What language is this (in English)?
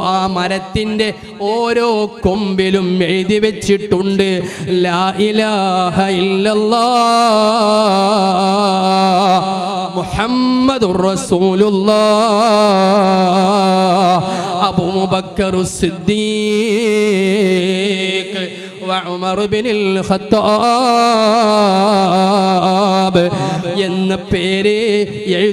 Malayalam